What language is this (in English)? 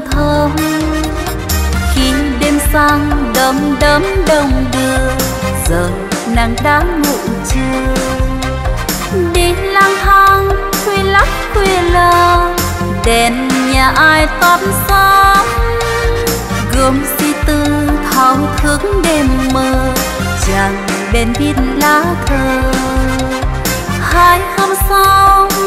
Vietnamese